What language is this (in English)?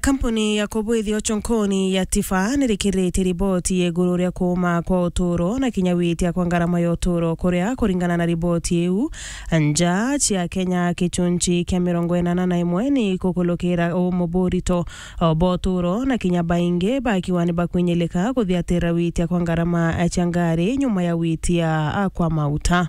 Meru